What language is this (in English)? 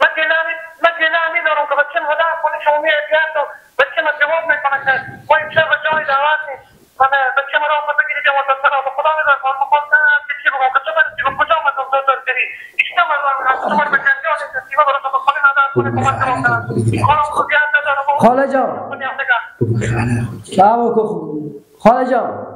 Persian